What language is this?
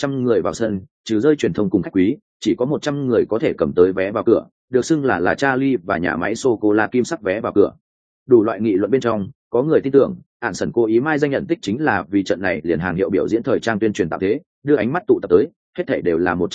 Vietnamese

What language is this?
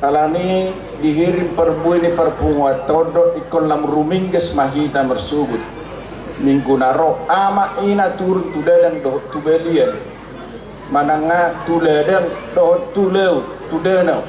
Batak Toba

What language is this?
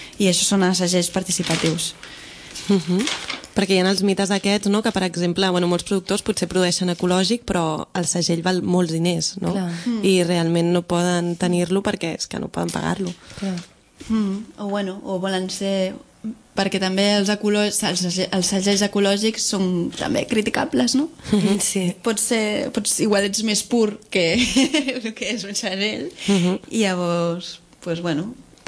Catalan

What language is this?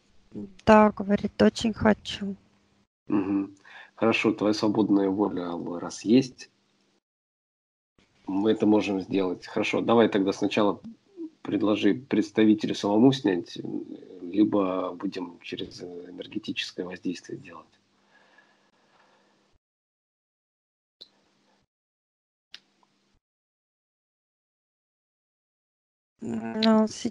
Russian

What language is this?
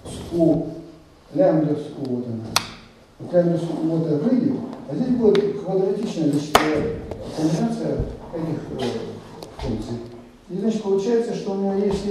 Russian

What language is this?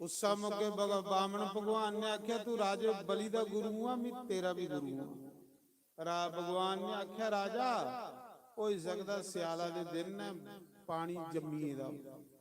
Dogri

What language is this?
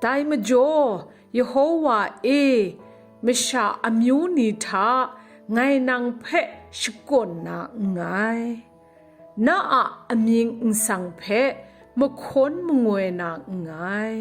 Kachin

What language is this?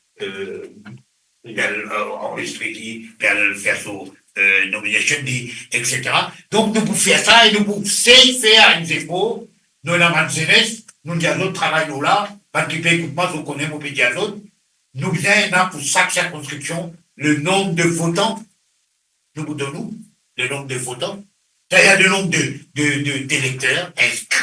Morisyen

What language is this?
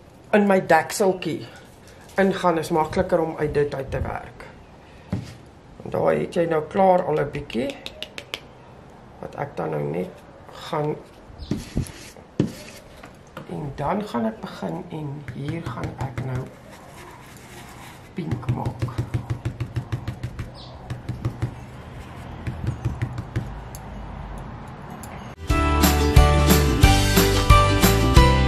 Afrikaans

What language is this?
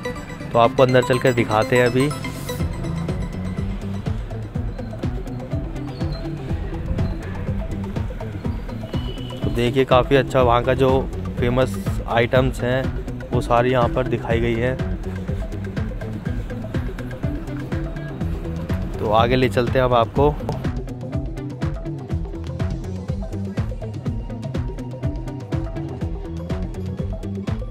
Hindi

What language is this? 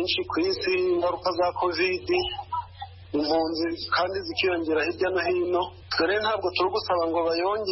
Kinyarwanda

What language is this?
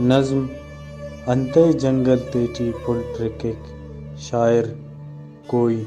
Brahui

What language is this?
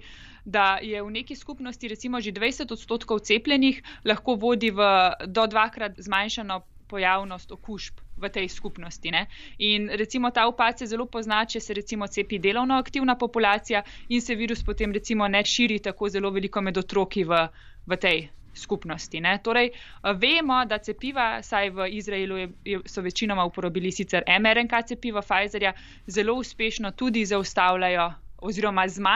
Slovenian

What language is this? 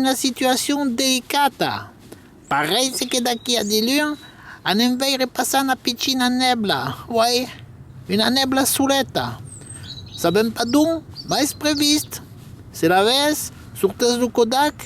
Occitan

